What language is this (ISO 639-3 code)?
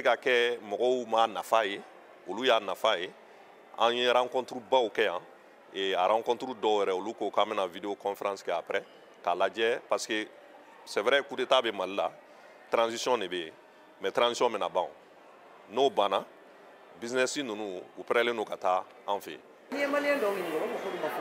bam